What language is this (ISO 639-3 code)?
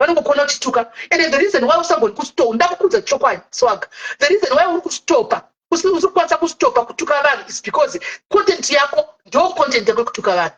sna